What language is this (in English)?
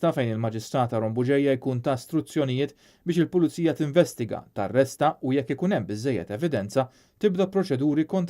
Maltese